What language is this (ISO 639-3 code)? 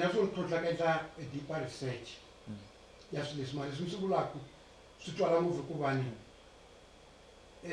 tso